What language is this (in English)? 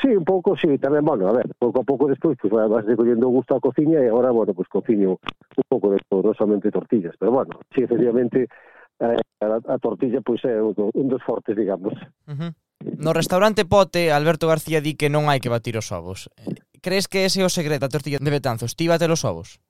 Galician